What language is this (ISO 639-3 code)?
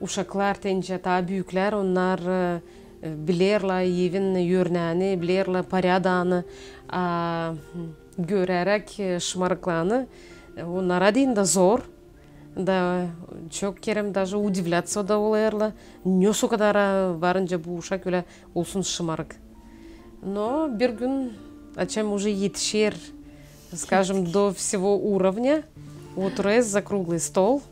gag